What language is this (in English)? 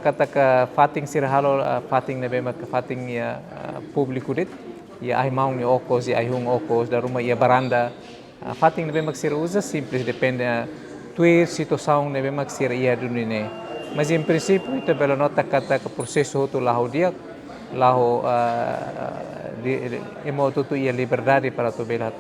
Tetum